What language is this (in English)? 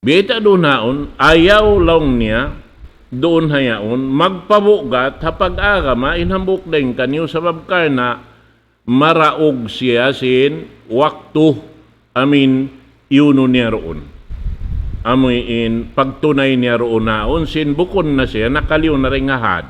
Tausug